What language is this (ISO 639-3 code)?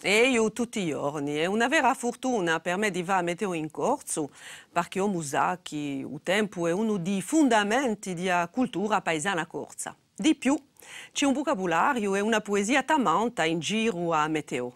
cos